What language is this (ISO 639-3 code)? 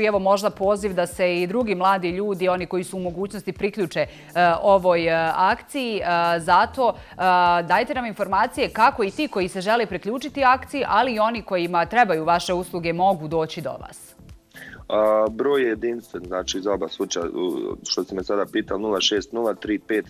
bos